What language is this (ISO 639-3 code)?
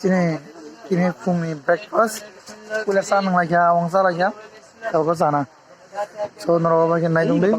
trp